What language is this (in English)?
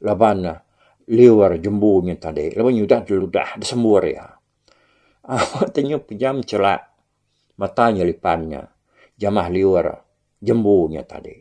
Iban